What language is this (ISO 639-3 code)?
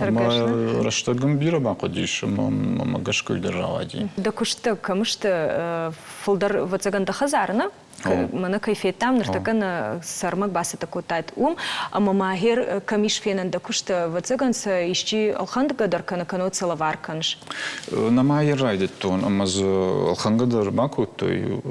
oss